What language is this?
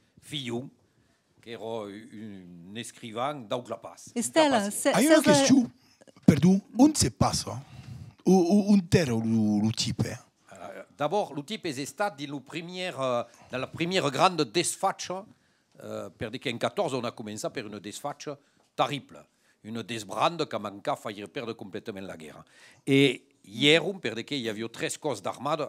Occitan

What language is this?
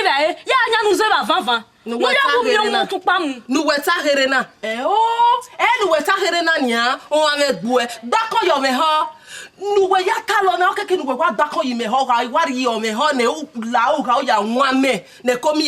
Bini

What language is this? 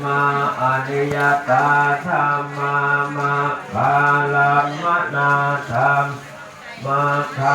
Pali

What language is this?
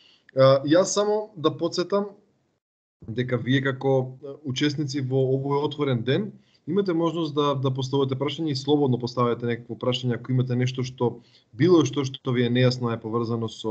Macedonian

